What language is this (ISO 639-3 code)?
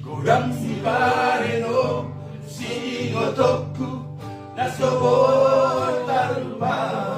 bbc